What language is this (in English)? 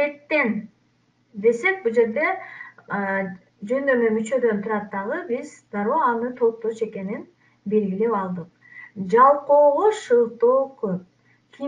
Kyrgyz